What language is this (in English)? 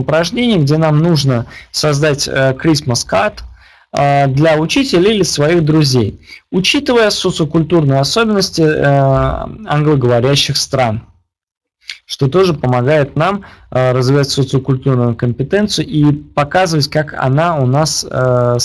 Russian